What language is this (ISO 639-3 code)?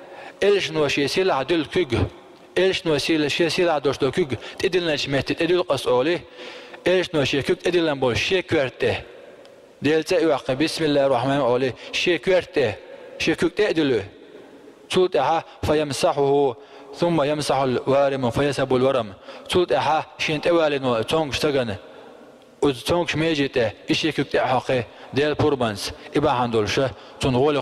che